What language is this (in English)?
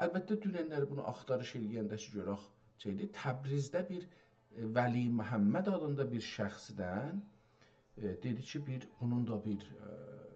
South Azerbaijani